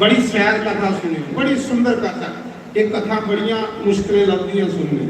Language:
Dogri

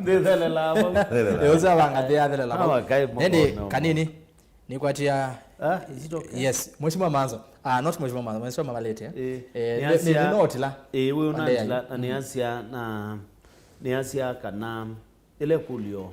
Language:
Kamba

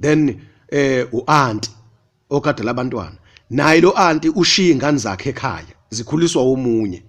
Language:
Zulu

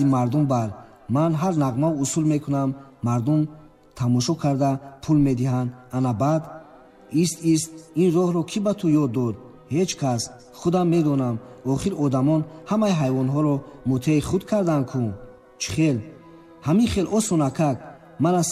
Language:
Tajik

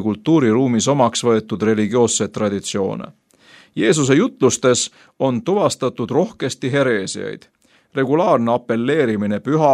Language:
Estonian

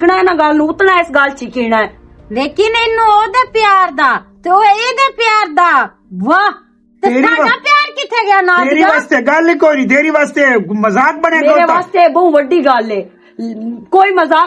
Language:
Western Panjabi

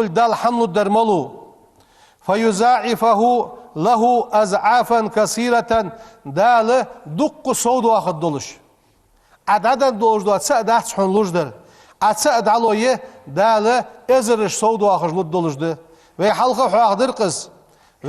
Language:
Ingush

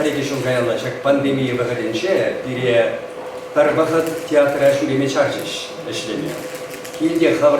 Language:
Chuvash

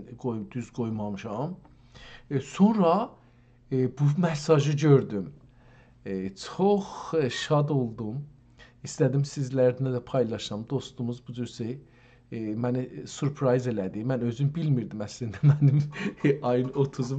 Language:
South Azerbaijani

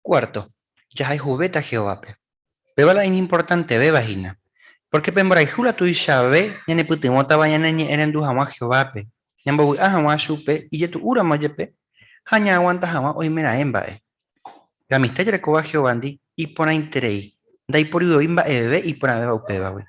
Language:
Guarani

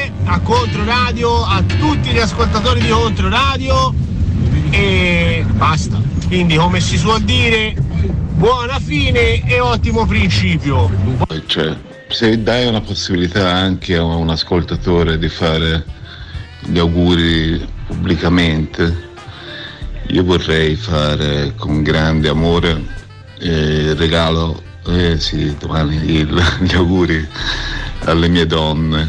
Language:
Italian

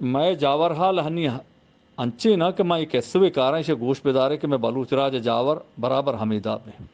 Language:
Eastern Balochi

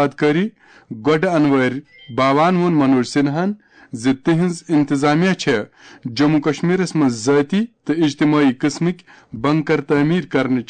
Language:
Kashmiri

